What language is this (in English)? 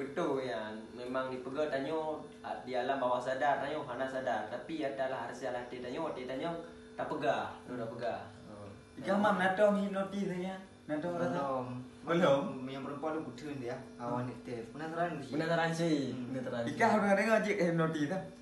Achinese